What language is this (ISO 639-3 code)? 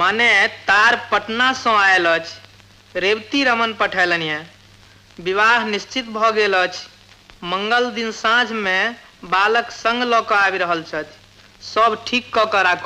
mai